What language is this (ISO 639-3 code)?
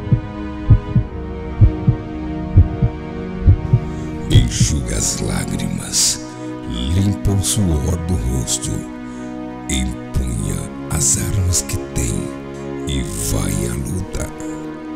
por